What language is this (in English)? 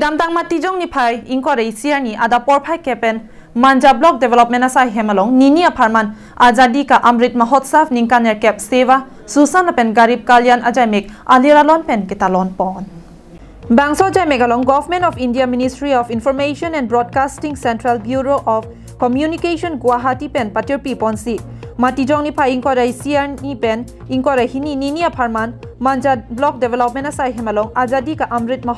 Karbi